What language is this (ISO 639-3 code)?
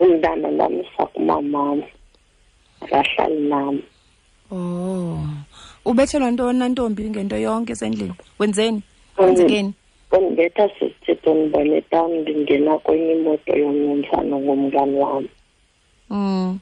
xho